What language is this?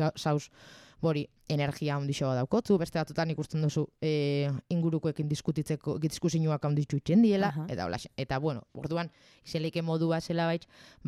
Basque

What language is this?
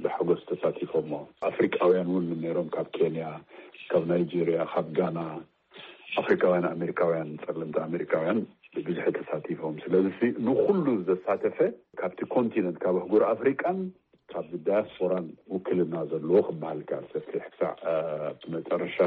Tigrinya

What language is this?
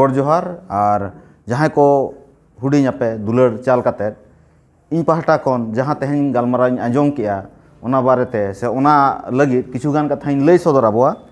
Santali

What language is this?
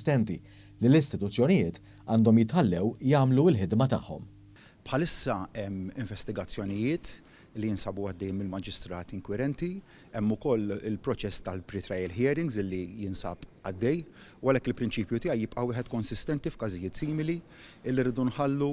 Maltese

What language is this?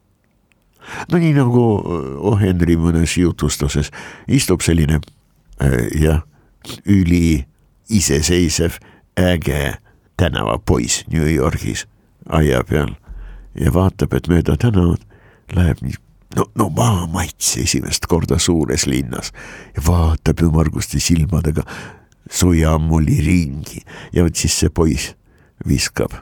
Estonian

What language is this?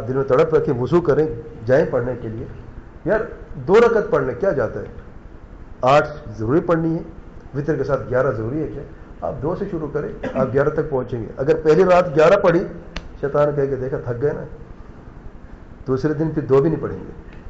Urdu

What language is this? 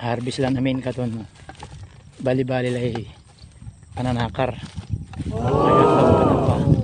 Pangasinan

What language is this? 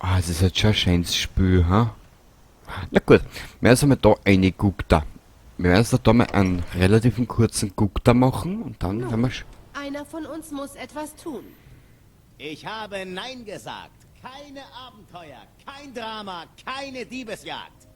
Bavarian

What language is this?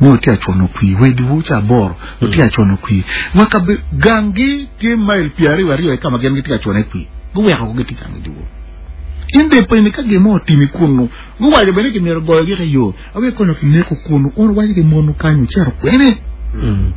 Acoli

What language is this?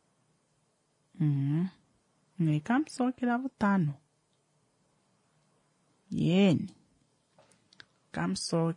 Swahili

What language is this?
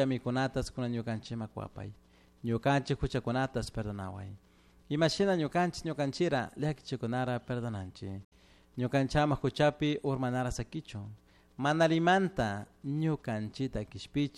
Chimborazo Highland Quichua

